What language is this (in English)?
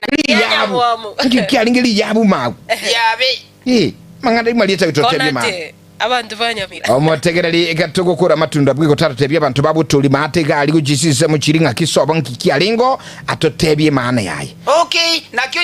Gusii